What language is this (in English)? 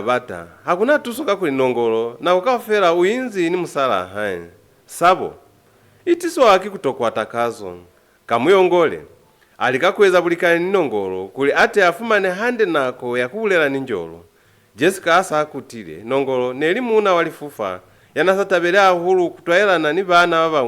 Lozi